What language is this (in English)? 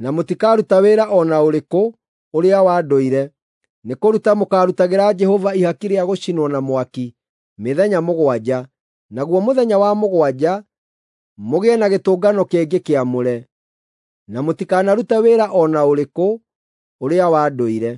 Kikuyu